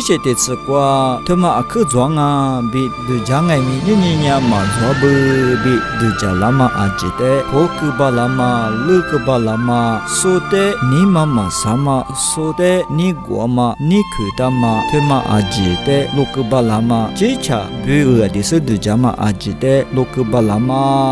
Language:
Lisu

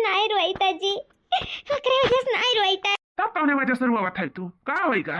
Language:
Awadhi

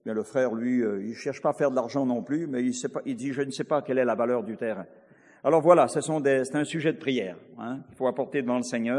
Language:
French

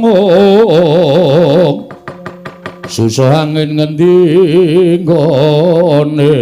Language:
Javanese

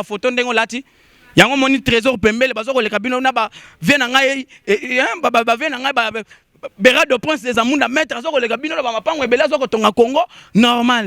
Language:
Lingala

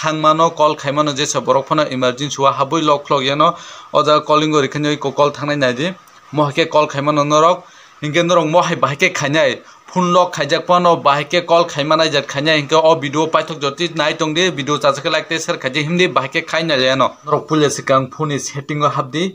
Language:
Kok Borok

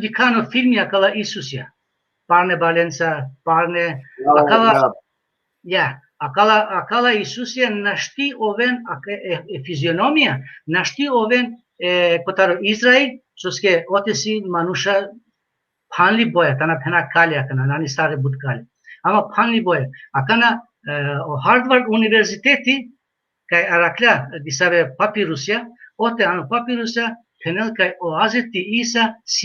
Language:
Balkan Romani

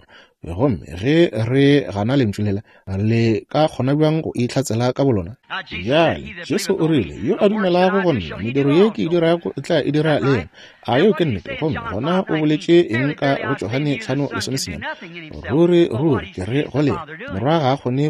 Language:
Northern Sotho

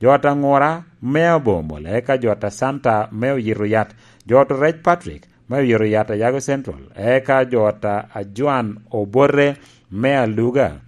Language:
Lango (Uganda)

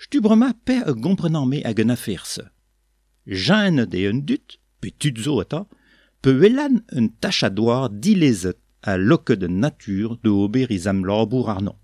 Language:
Breton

